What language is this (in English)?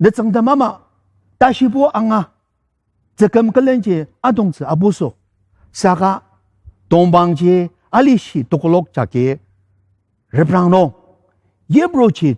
Ao Naga